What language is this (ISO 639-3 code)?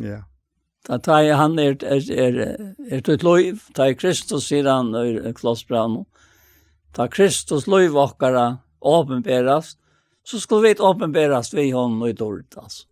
fao